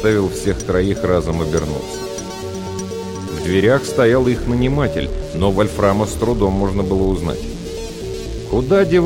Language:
Russian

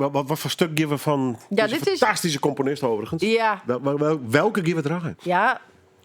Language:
Western Frisian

